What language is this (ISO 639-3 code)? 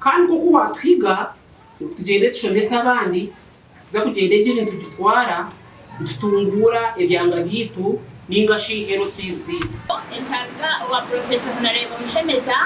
nyn